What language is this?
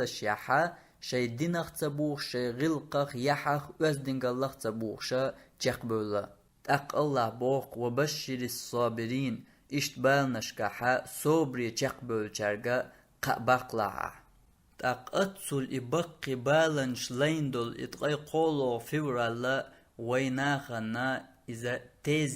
Chechen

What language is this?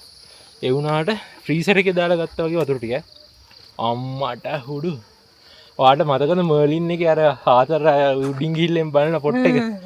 Sinhala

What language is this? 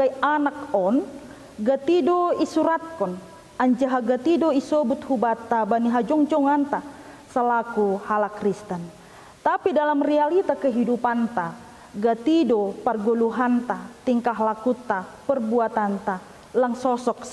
Batak Simalungun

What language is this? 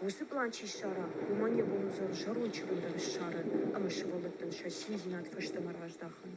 Ossetic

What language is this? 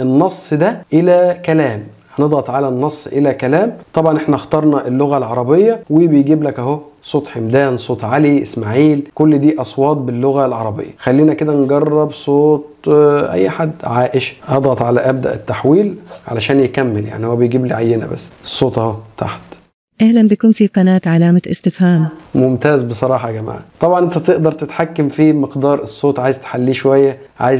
Egyptian Arabic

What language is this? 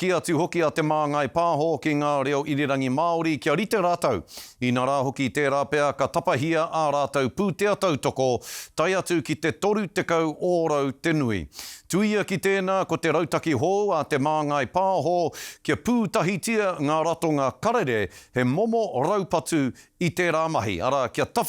Māori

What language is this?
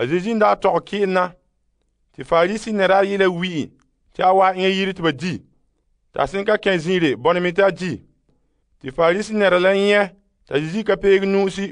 Frafra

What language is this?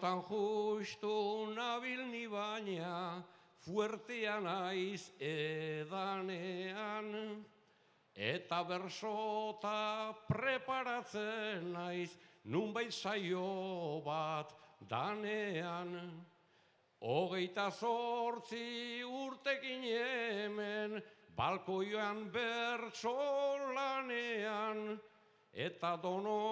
Basque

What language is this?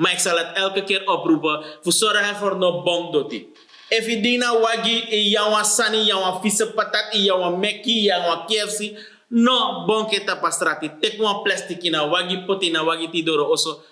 Sranan Tongo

